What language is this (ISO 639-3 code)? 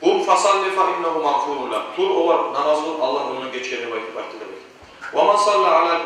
kum